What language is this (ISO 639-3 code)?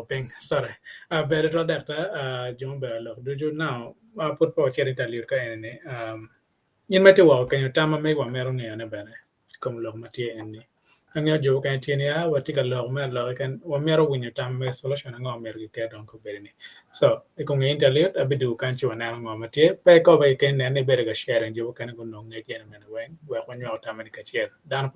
ach